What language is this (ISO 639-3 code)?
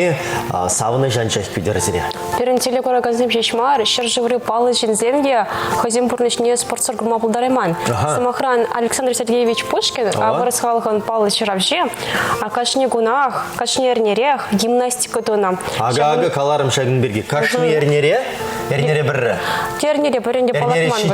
chv